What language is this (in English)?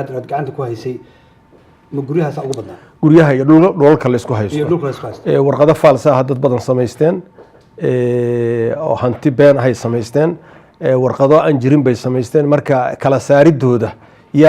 Somali